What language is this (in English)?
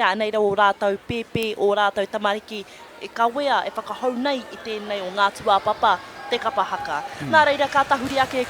Māori